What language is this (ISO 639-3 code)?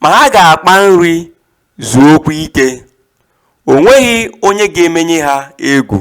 ibo